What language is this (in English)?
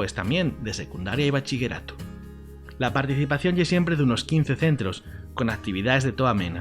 Asturian